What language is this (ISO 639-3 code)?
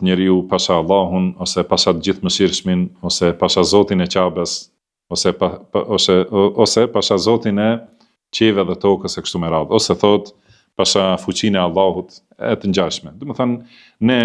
sqi